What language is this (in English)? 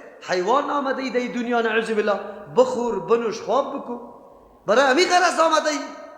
Persian